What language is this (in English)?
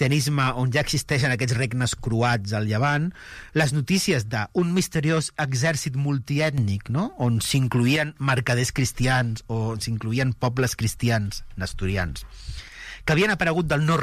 Catalan